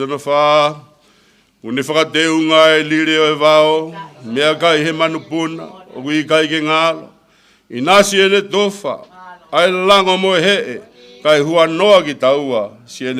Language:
Tongan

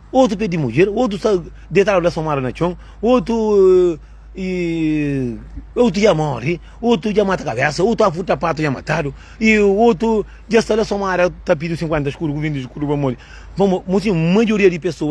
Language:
Kabuverdianu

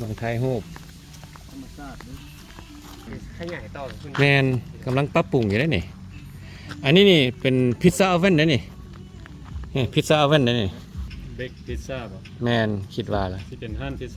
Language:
Lao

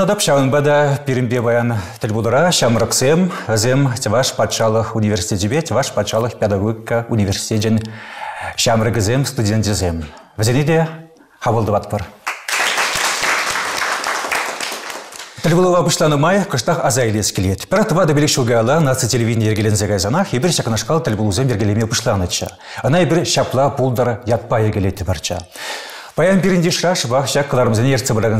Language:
Chuvash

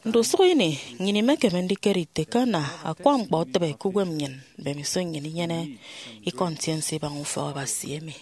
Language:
Efik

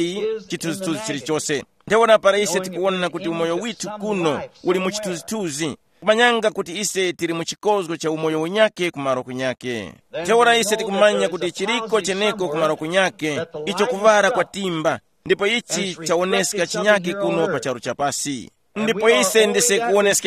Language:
Tumbuka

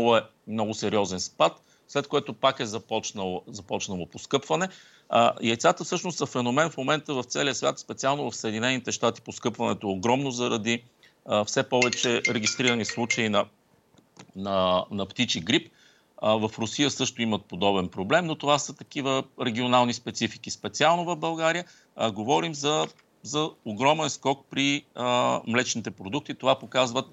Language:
Bulgarian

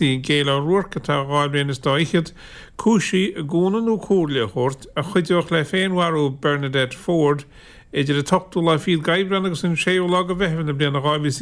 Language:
Irish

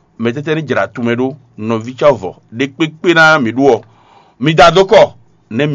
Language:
Fon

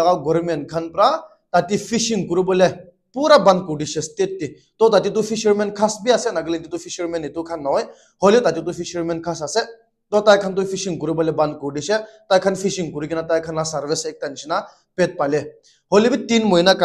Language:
Naga Pidgin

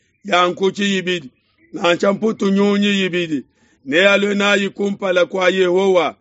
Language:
Luba-Lulua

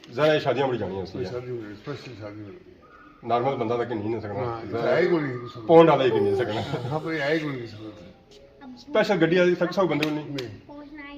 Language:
Pahari-Potwari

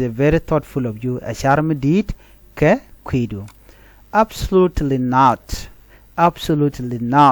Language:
Nuer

